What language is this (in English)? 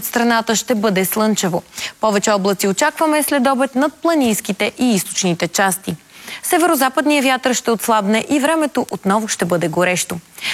Bulgarian